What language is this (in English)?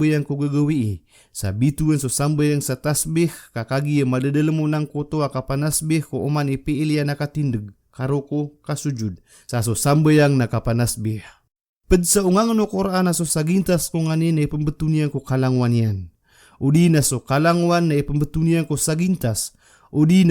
Maranao